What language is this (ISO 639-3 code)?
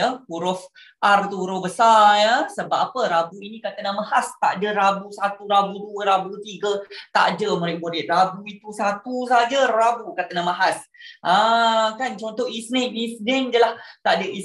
msa